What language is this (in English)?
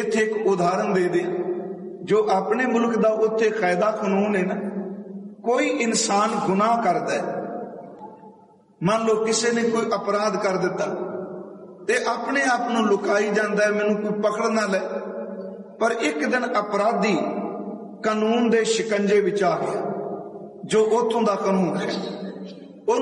Punjabi